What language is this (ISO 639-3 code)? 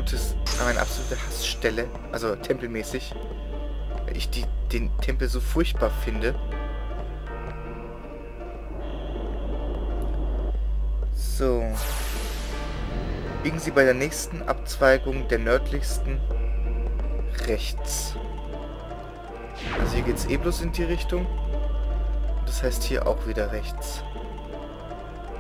deu